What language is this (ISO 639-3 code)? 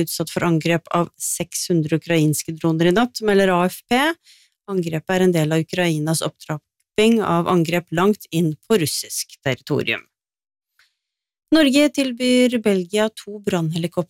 nor